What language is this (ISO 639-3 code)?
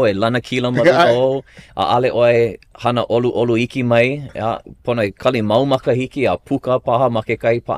haw